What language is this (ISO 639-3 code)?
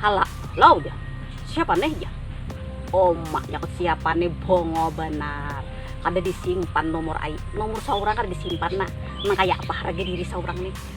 bjn